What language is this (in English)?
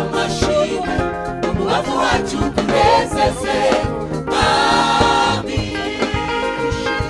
Kinyarwanda